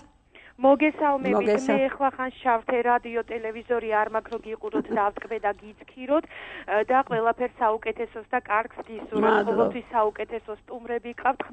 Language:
Georgian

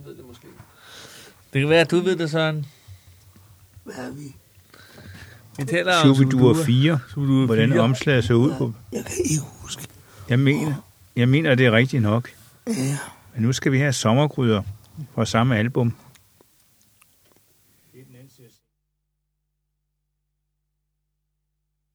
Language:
Danish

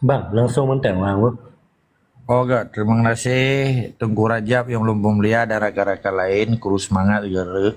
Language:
Achinese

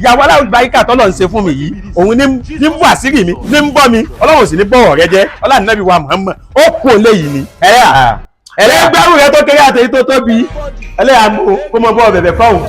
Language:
Yoruba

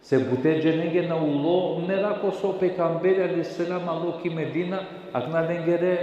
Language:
Balkan Romani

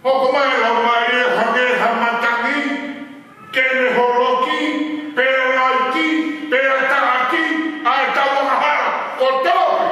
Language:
Tongan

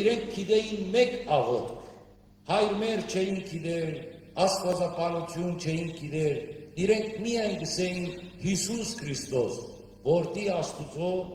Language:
Western Armenian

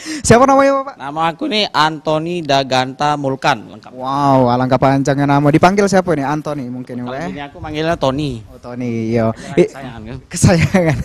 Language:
Musi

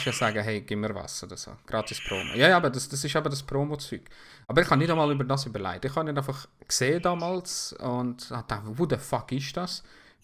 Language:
Swiss German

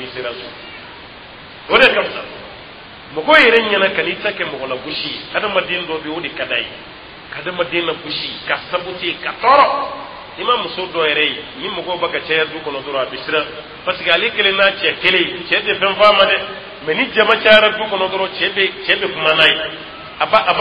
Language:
Dyula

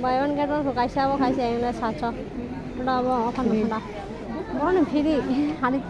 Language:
Kok Borok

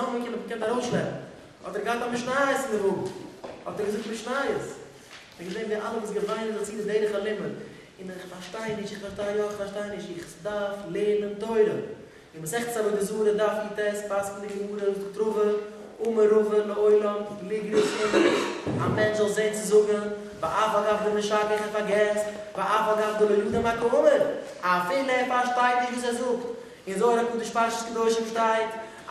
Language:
Yiddish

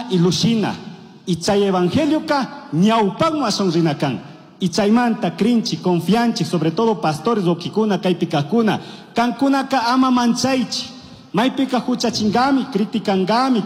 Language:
Chimborazo Highland Quichua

